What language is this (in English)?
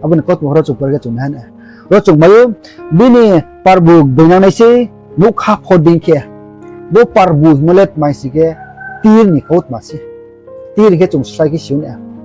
Riang (India)